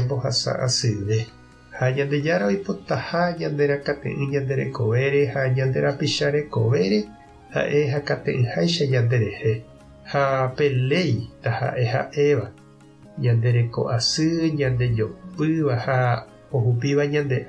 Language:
Guarani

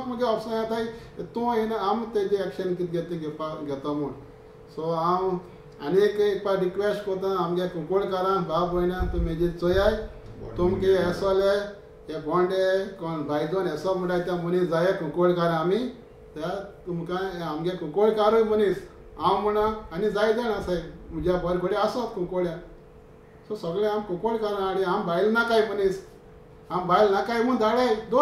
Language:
Konkani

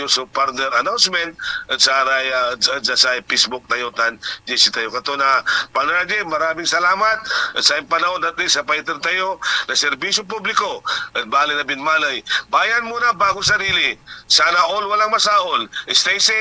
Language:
Pangasinan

